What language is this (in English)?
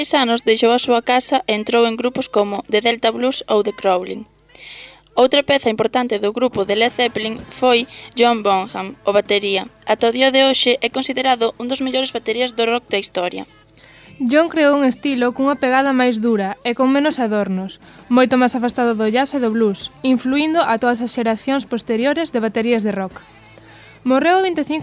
Galician